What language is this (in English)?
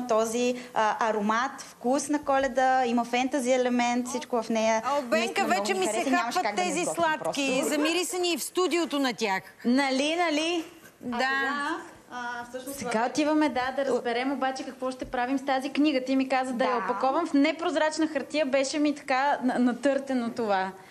Bulgarian